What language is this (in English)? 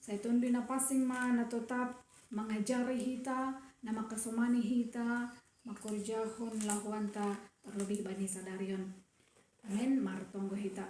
Batak Simalungun